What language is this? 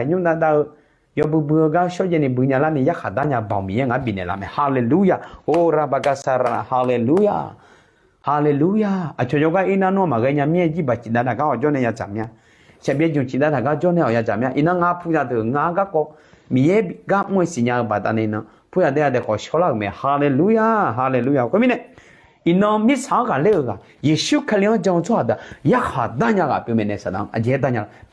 Akha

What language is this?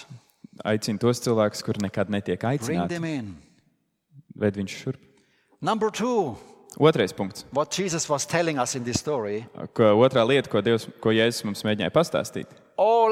Latvian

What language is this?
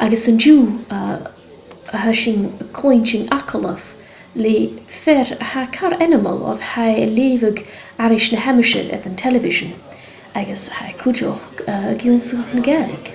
Scottish Gaelic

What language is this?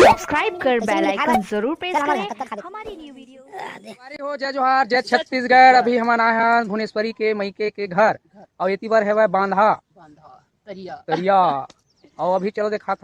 Chhattisgarhi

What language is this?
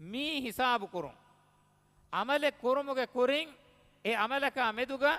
Divehi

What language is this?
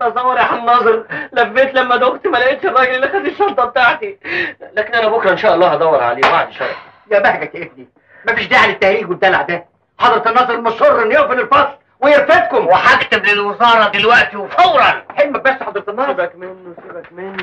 Egyptian Arabic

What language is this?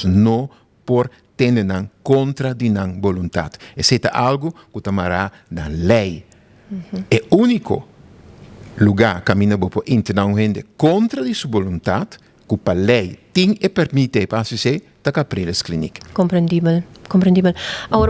Papiamento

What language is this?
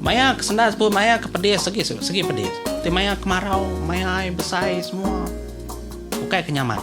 Iban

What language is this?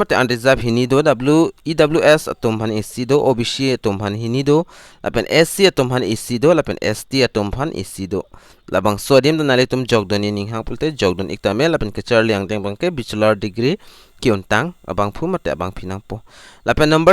Karbi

